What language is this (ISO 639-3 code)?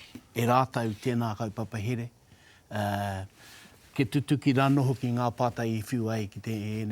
mri